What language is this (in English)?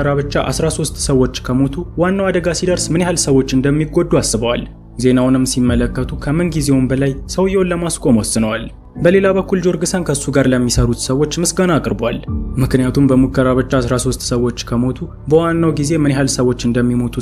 Amharic